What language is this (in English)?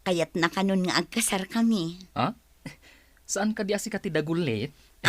Iloko